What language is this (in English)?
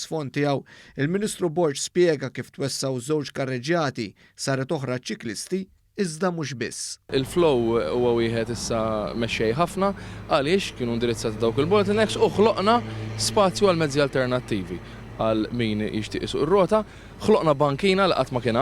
Maltese